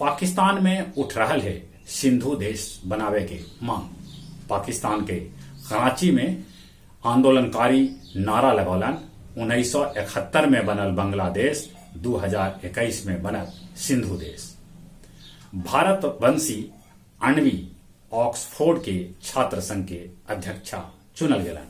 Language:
Magahi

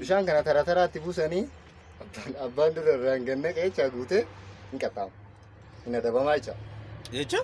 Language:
Oromo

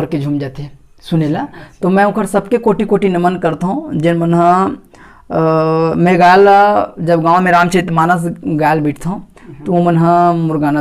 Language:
Chhattisgarhi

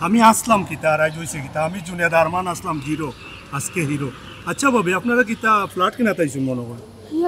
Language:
Sylheti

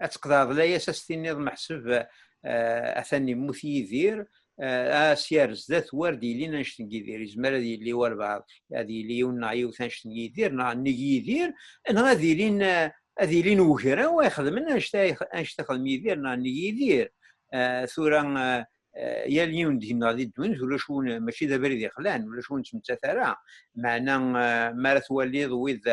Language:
Kabyle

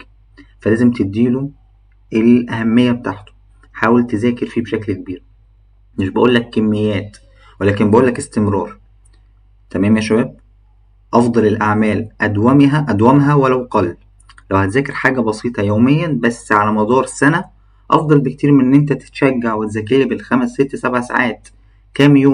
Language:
Egyptian Arabic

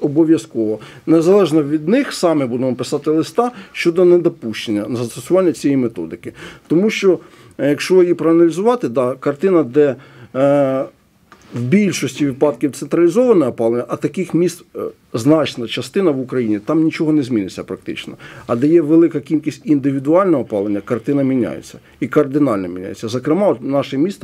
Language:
Ukrainian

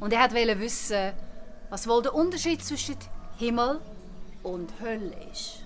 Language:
Swiss German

